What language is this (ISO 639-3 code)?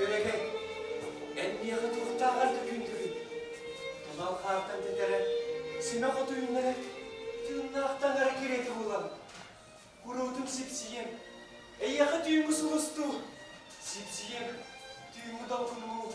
sah